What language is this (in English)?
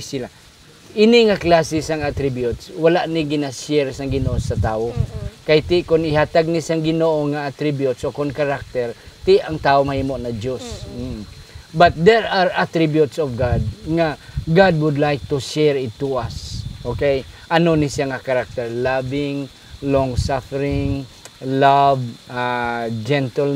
Hiligaynon